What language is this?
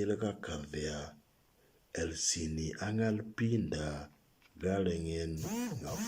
Moro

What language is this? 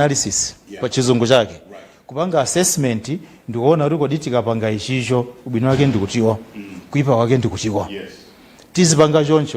Nyanja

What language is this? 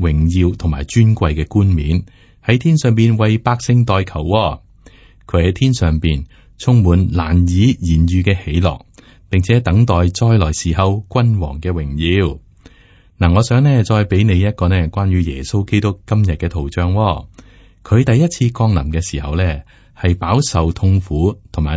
Cantonese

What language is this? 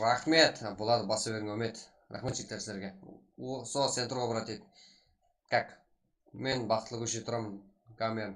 Kara-Kalpak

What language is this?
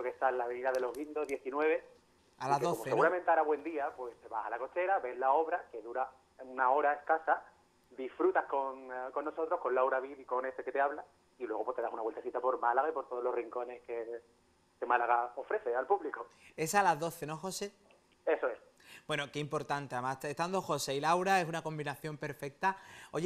Spanish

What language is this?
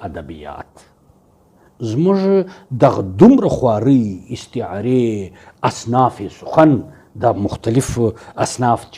Pashto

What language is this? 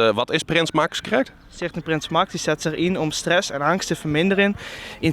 Western Frisian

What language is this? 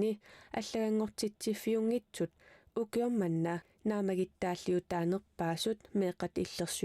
Kalaallisut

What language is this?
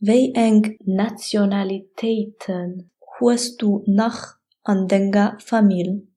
Luxembourgish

